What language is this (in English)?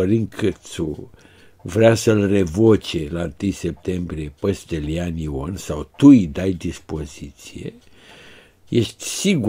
Romanian